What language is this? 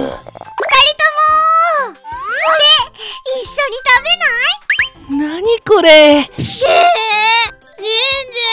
Japanese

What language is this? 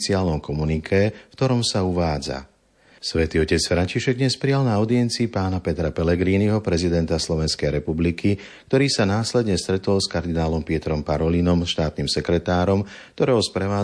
Slovak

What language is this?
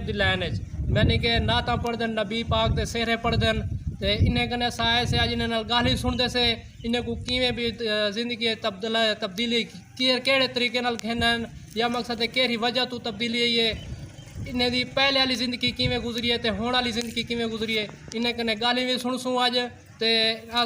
Saraiki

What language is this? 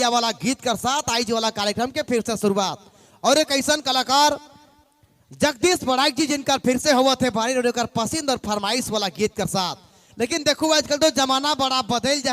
Sadri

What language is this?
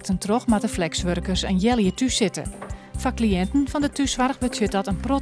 Western Frisian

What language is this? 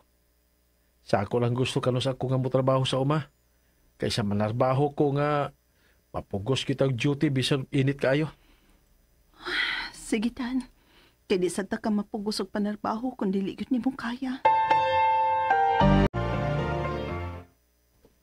Cebuano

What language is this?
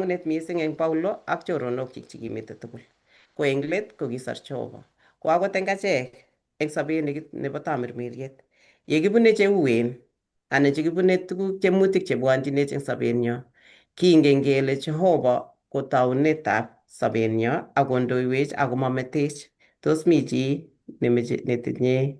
Kalenjin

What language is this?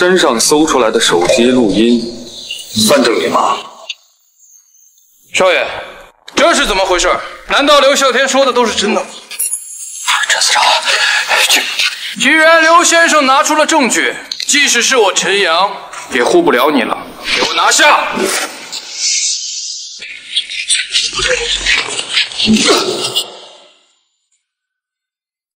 Chinese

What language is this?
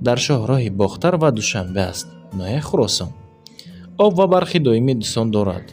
Tajik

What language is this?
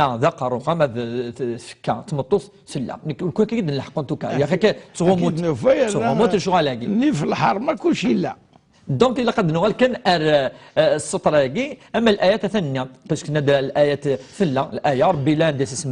Kabyle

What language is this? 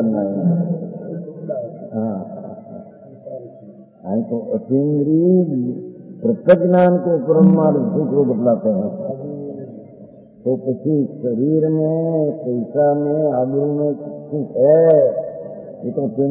Hindi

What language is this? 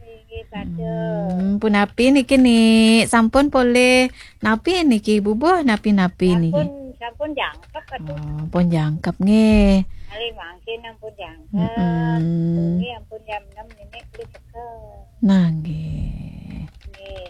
Balinese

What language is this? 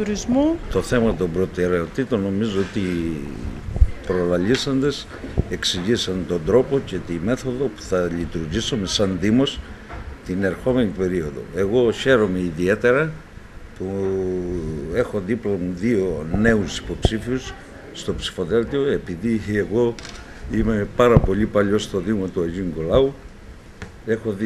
Greek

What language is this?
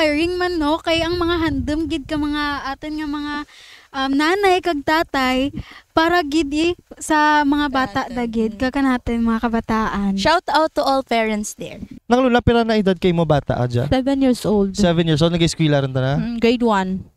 Kinaray-a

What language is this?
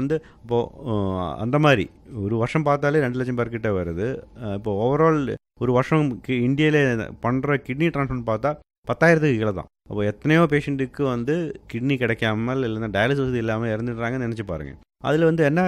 Tamil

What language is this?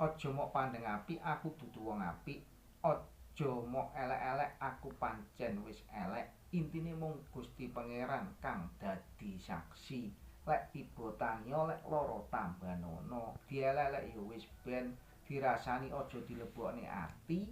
Javanese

